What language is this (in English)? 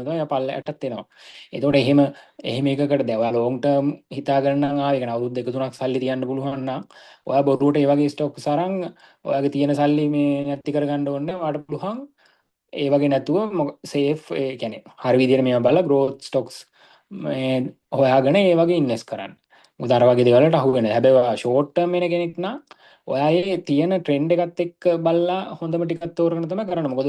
Sinhala